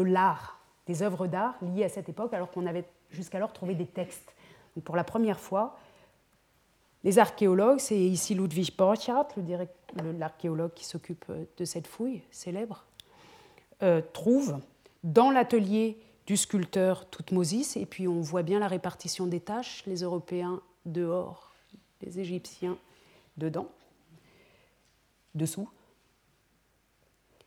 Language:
French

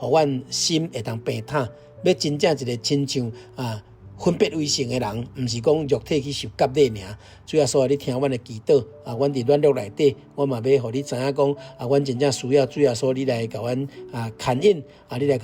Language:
Min Nan Chinese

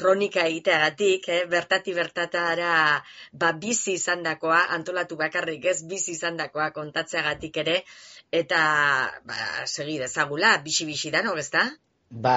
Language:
Basque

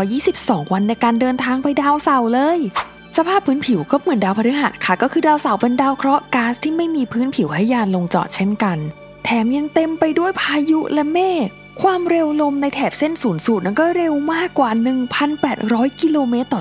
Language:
Thai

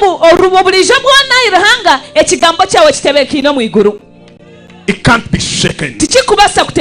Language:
Nyankole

